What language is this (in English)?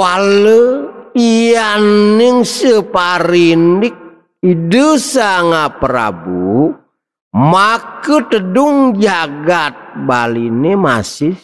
Balinese